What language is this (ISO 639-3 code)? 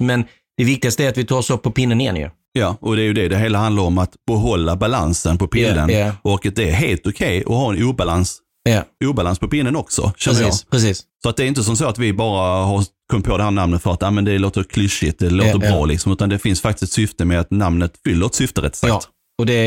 swe